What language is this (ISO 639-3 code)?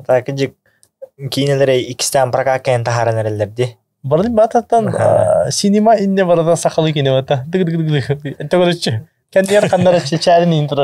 sah